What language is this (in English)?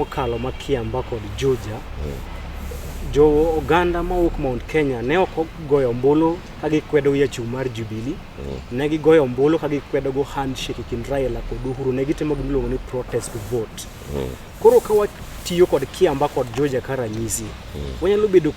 Luo (Kenya and Tanzania)